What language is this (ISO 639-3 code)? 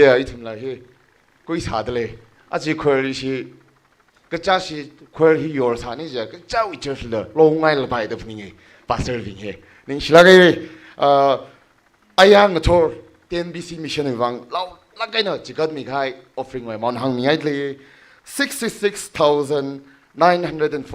nmf